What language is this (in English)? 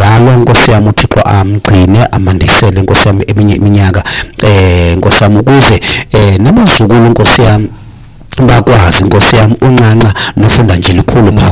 Xhosa